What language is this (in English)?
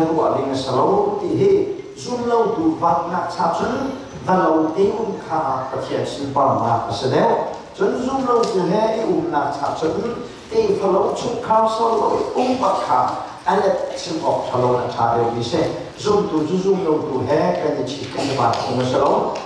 Hakha Chin